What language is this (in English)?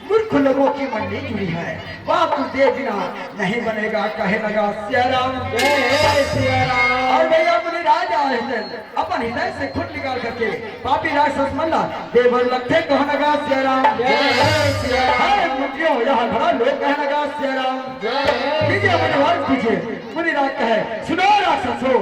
Chhattisgarhi